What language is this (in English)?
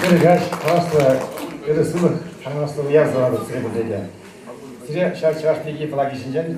Chuvash